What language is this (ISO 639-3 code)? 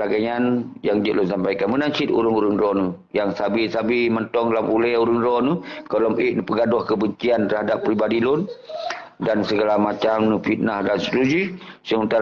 ace